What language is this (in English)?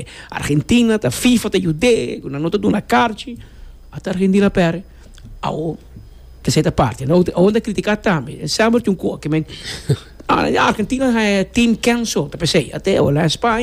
Papiamento